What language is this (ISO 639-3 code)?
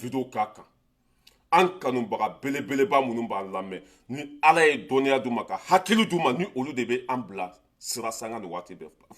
bam